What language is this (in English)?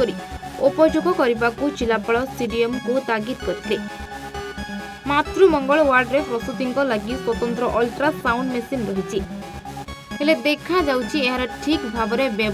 Odia